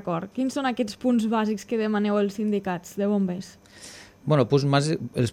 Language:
Catalan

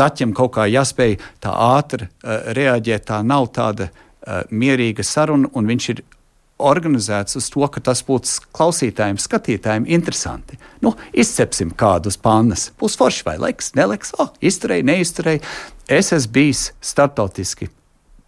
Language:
Latvian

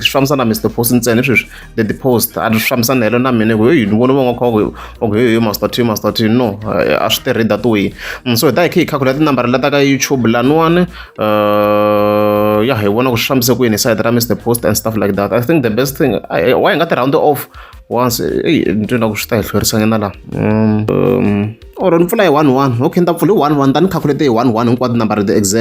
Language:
Tsonga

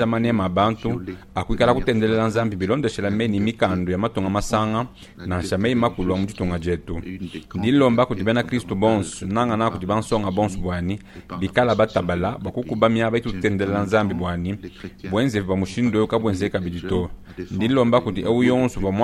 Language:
Luba-Lulua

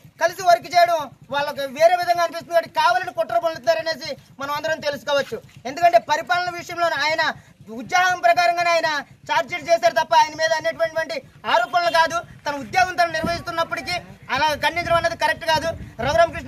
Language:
Telugu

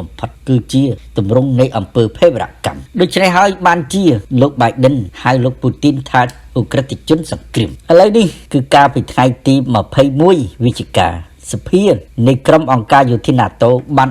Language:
Khmer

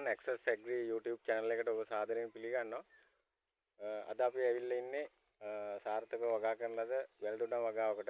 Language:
Sinhala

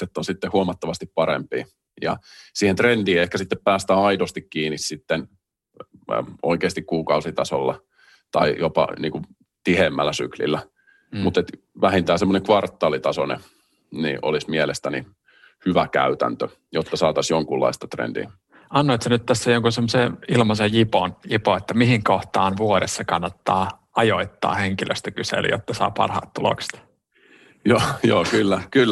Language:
Finnish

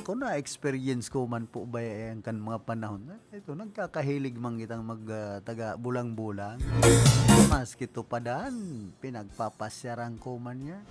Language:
Bikol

